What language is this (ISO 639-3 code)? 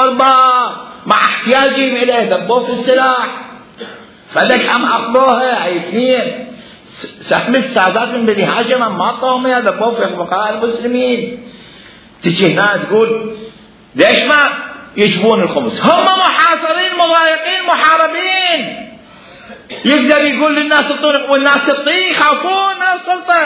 acm